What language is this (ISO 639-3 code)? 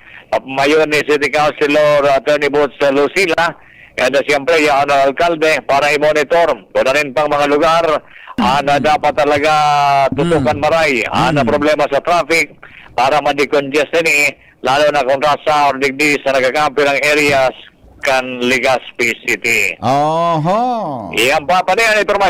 bik